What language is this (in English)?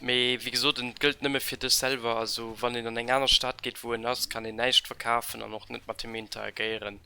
Luxembourgish